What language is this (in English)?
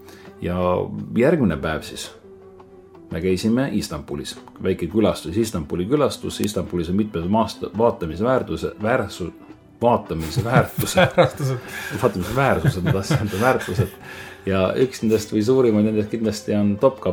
Estonian